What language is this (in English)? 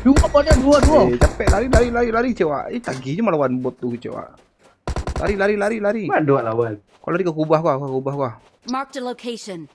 Minangkabau